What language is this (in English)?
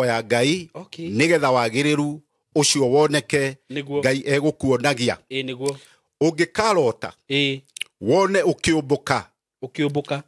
Kikuyu